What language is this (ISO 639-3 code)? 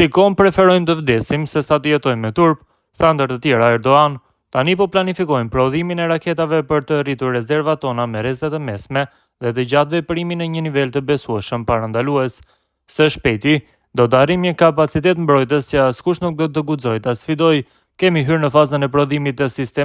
sqi